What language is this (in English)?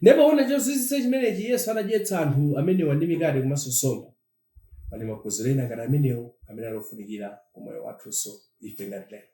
Nyanja